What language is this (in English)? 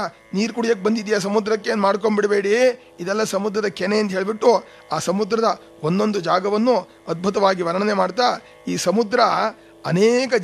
Kannada